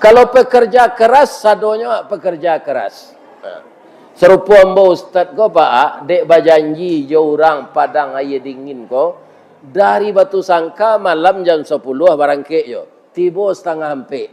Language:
Minangkabau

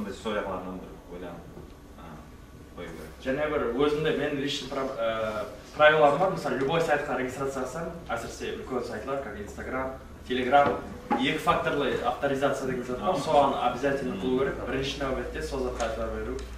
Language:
Kara-Kalpak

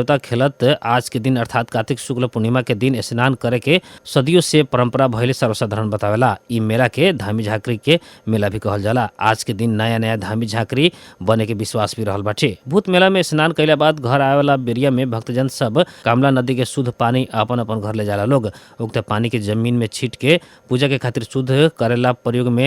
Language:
Bhojpuri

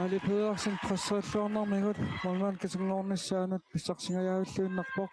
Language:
Kalaallisut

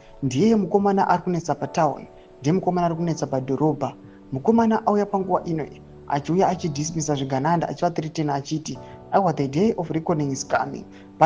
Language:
Shona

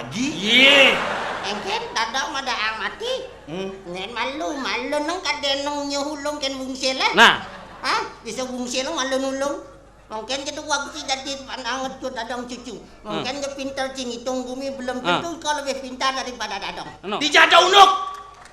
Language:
Balinese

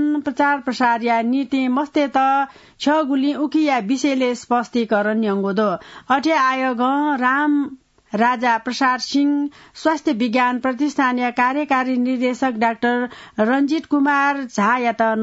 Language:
Newari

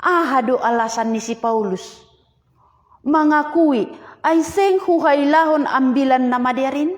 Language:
Batak Simalungun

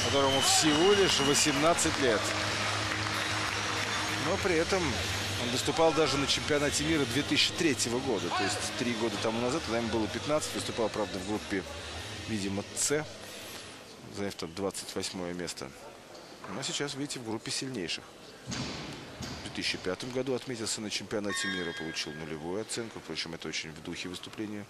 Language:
Russian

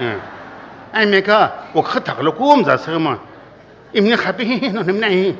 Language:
Sumi Naga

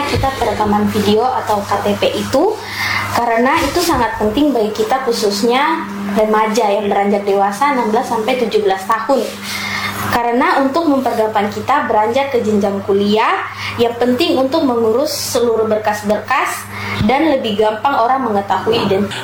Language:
Indonesian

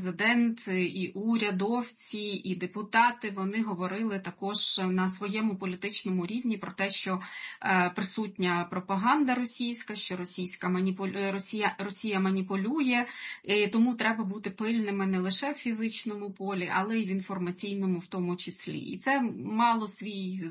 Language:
Ukrainian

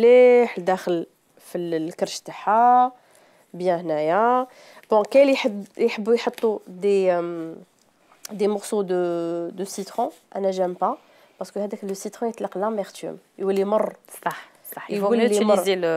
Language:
Algerian Arabic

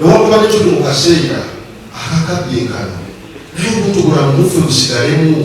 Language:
Ganda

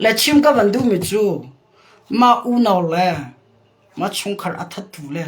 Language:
Hakha Chin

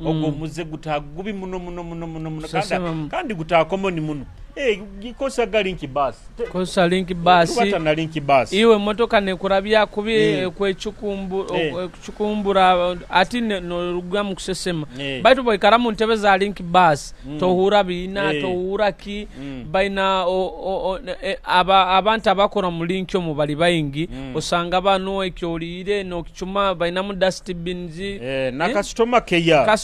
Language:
Nyoro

